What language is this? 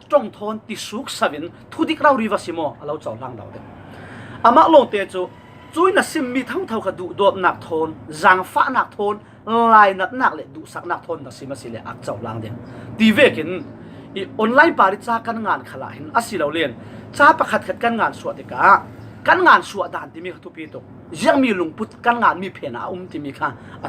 Falam Chin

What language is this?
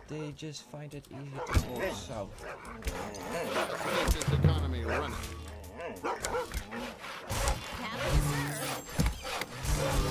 English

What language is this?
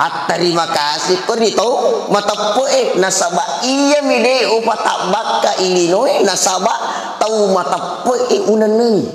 Buginese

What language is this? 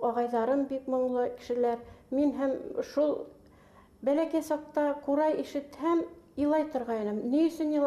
Bashkir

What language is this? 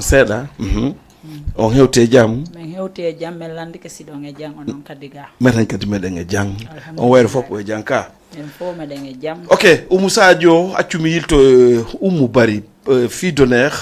Fula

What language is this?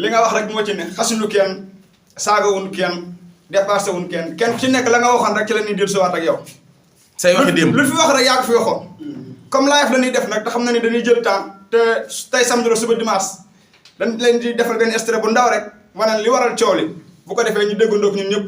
Wolof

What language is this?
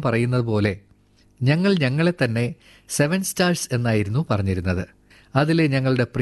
Malayalam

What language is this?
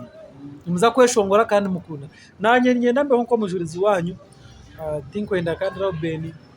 Nyankole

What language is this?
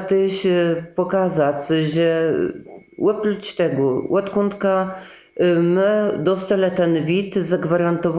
Kashubian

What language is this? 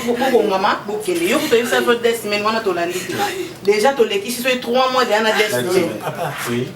Lingala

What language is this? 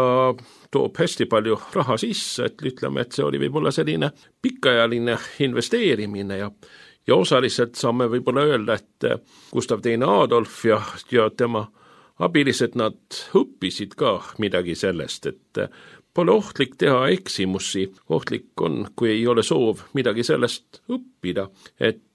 Estonian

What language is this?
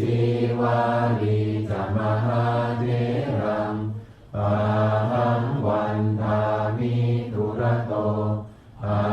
Pali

